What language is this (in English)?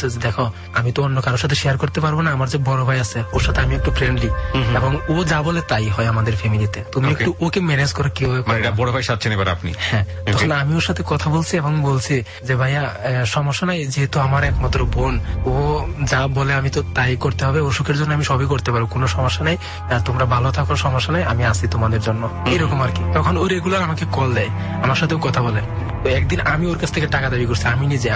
Bangla